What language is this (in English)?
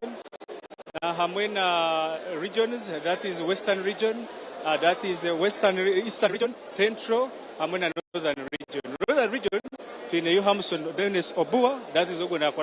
Nyankole